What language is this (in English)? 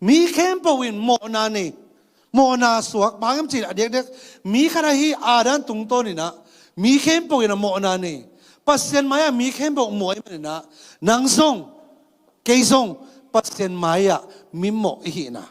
Tedim Chin